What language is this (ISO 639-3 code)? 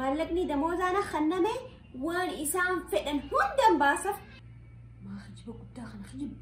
orm